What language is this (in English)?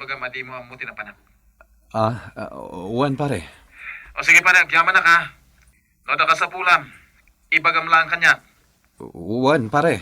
Iloko